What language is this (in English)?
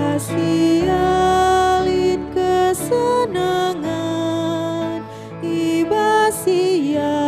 Batak Karo